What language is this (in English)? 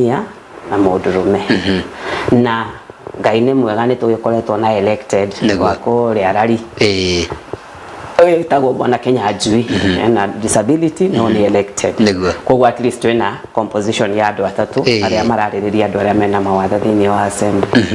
Kikuyu